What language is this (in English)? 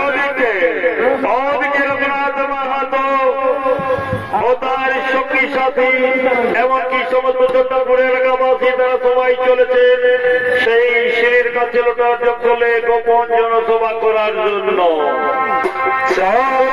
Bangla